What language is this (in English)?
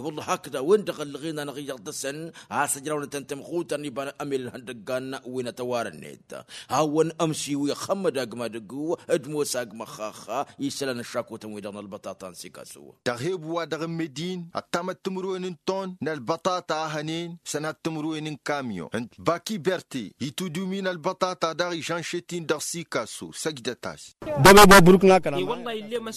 Tamasheq